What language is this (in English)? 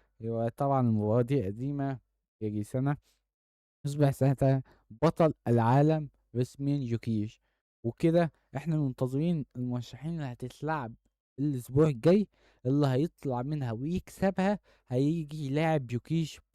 Egyptian Arabic